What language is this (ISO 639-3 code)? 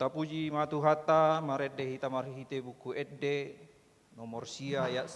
bbc